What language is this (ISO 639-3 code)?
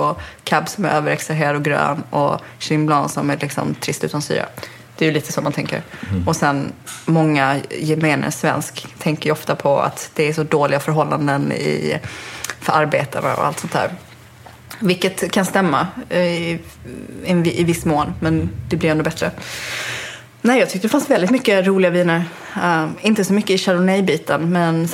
swe